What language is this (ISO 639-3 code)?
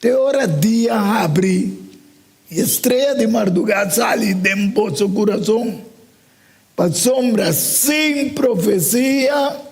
pap